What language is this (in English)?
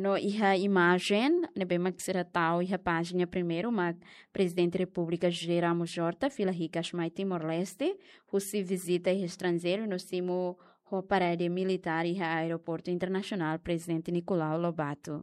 Tetum